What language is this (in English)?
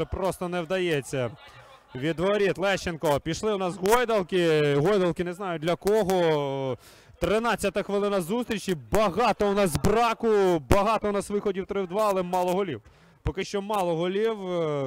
Ukrainian